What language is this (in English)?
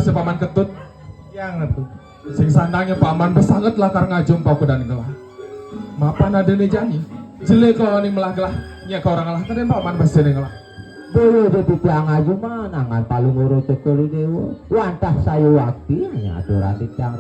Balinese